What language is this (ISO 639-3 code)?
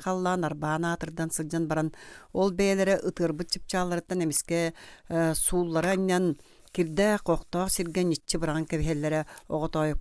sah